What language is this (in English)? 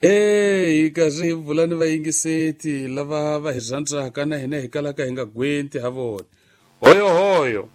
Tsonga